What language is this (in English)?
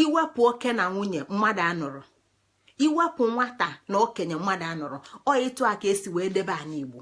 Igbo